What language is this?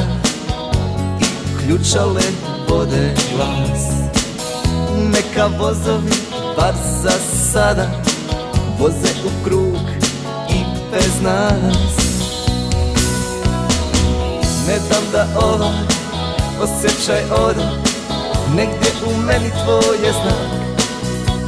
Serbian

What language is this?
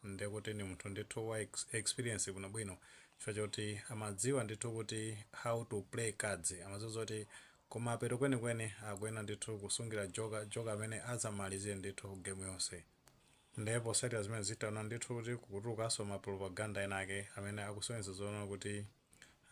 Nyanja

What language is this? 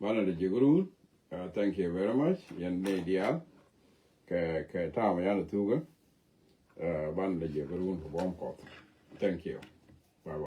Nuer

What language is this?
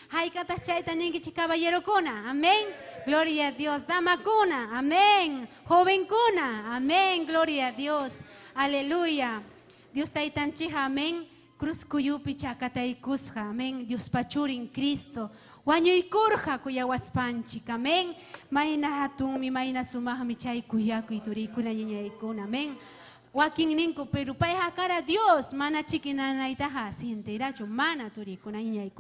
Ayacucho Quechua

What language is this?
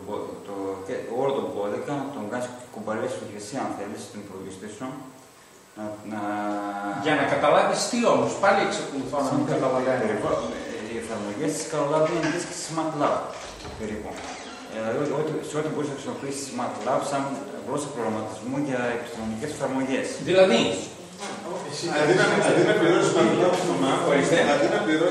Greek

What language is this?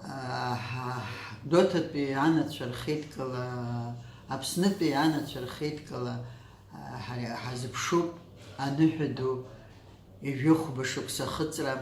Abkhazian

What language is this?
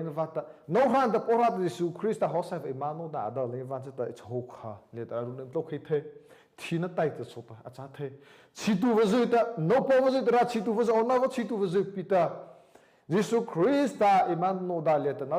Mara Chin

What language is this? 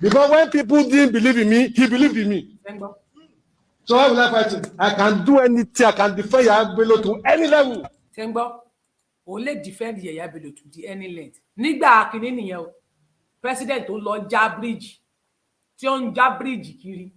Yoruba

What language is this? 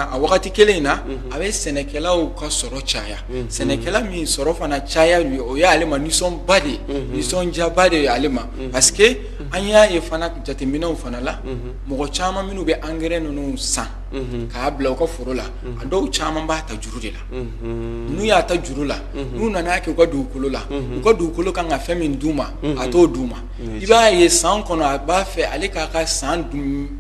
Bambara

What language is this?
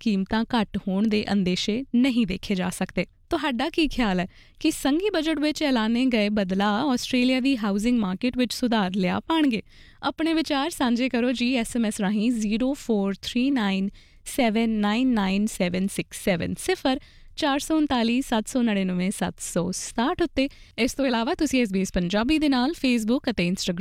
Punjabi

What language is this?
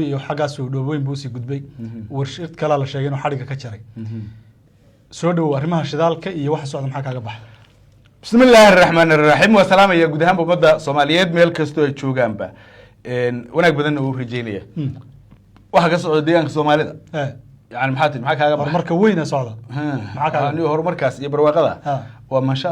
Somali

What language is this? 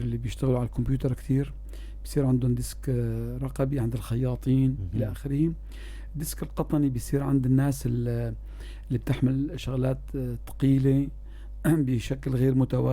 North Levantine Arabic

